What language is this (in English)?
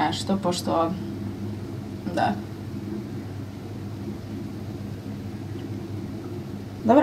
Serbian